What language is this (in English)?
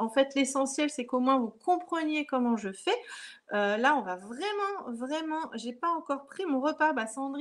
French